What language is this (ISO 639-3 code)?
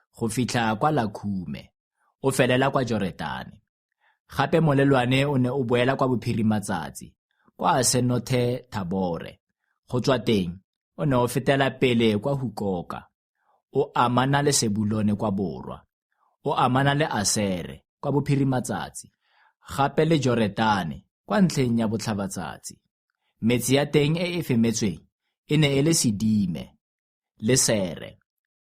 tsn